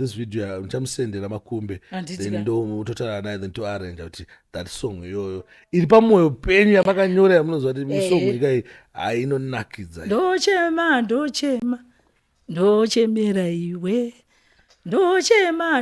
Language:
Shona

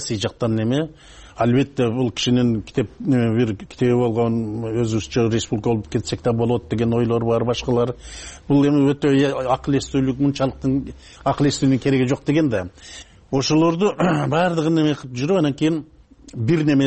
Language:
Kyrgyz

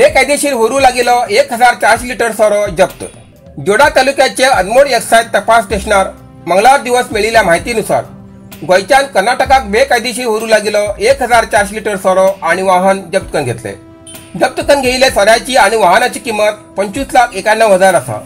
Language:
Konkani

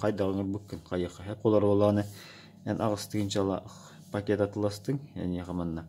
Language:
Yakut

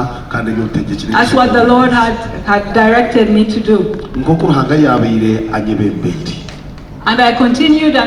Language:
Nyankole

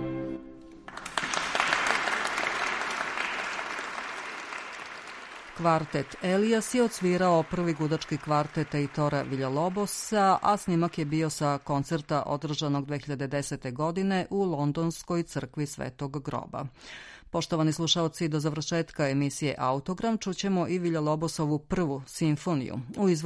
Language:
Serbian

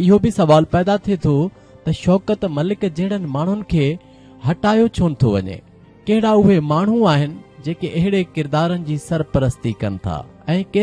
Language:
Sindhi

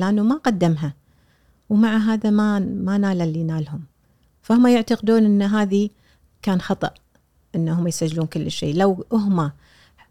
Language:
Gulf Arabic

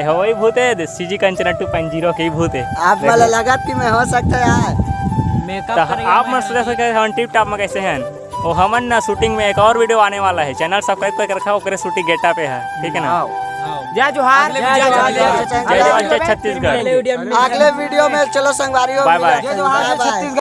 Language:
Chhattisgarhi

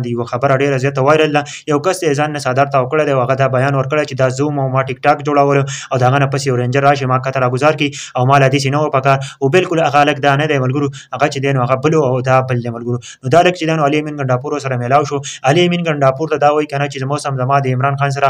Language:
Pashto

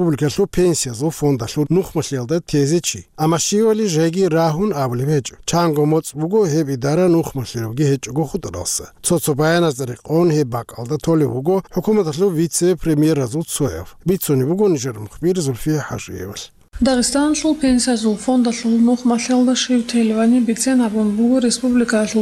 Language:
Avaric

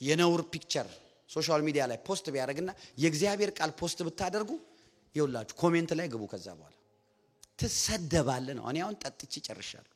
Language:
Amharic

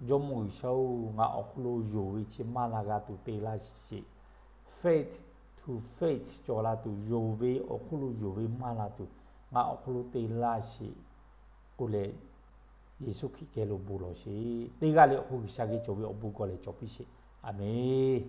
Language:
Lahu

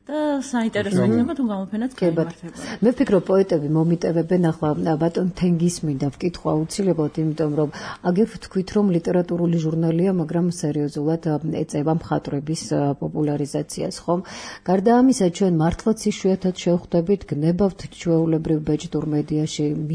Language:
Georgian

